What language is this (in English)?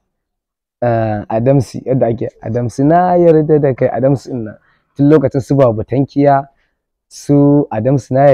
Hausa